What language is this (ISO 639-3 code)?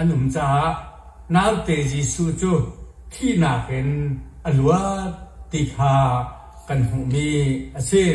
cnh